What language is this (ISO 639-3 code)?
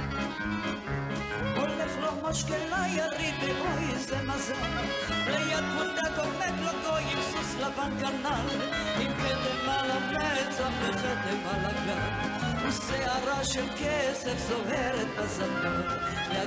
heb